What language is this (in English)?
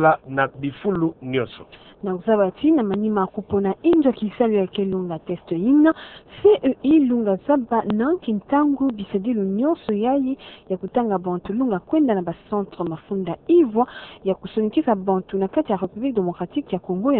Kituba (Democratic Republic of Congo)